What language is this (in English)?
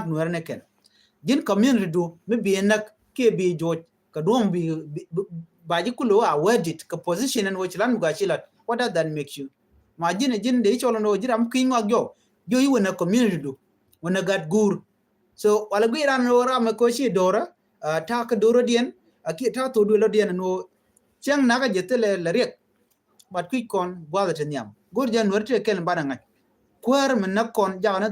Nuer